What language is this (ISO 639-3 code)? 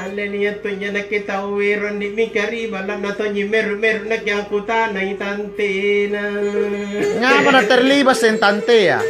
mak